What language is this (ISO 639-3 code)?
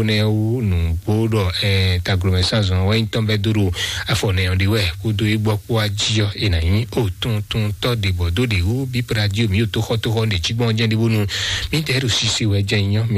fon